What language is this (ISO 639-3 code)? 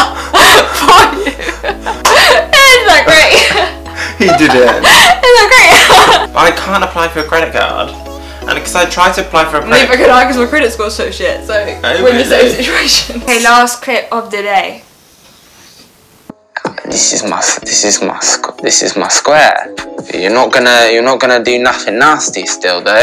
eng